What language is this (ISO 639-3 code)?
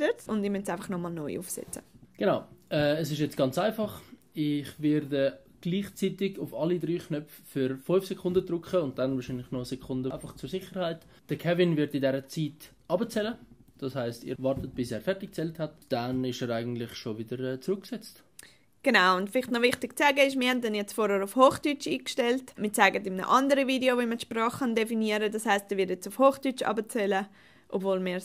gsw